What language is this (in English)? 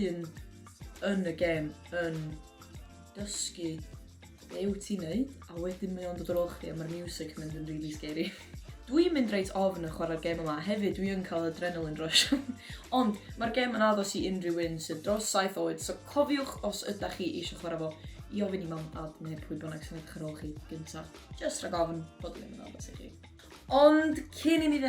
Welsh